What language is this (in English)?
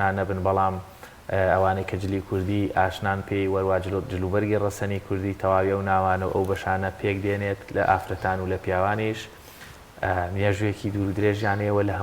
Central Kurdish